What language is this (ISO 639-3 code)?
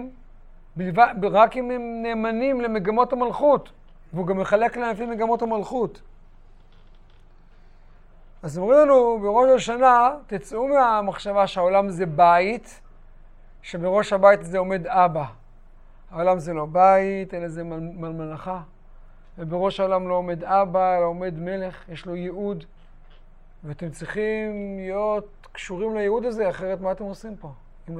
heb